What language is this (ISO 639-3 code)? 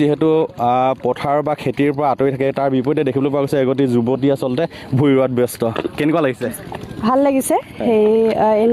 asm